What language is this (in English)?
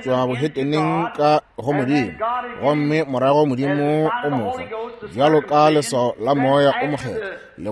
Northern Sotho